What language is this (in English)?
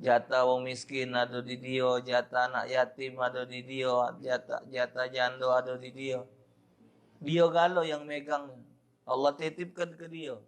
Musi